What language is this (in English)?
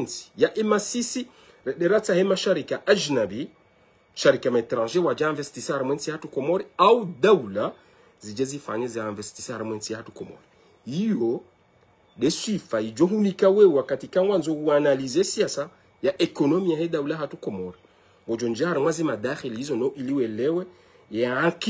Ngazidja Comorian